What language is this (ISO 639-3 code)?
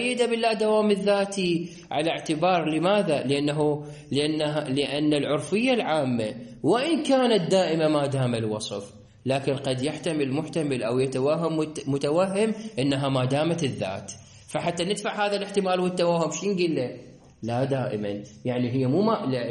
acm